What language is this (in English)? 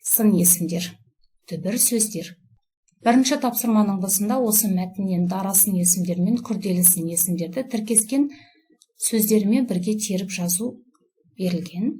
Kazakh